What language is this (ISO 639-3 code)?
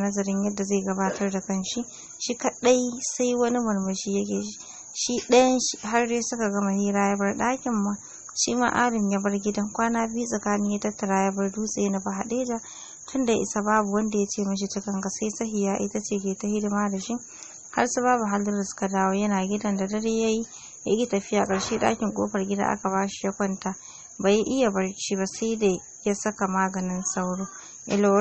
hau